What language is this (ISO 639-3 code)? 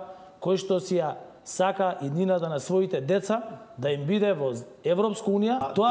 mkd